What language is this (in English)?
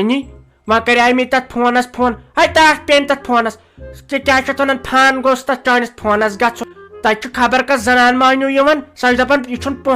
Kashmiri